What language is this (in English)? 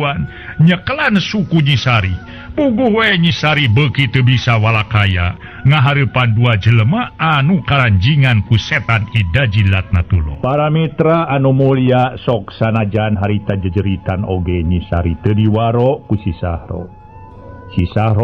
Sundanese